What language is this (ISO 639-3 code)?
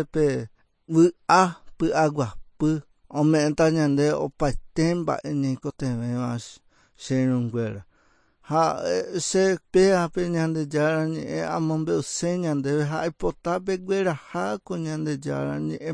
grn